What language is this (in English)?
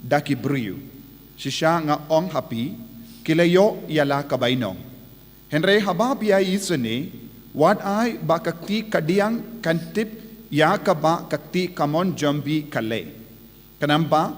Khasi